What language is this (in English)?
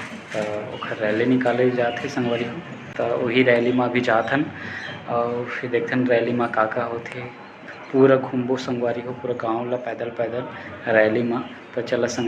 Chhattisgarhi